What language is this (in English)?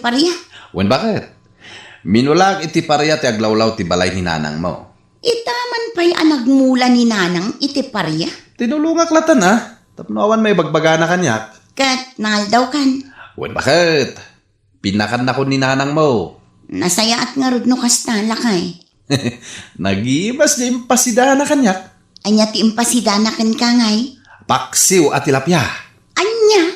Iloko